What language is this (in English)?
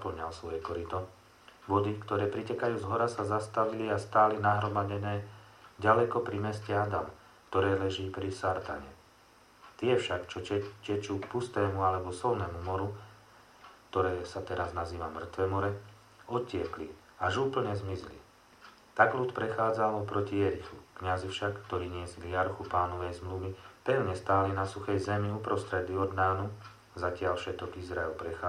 Slovak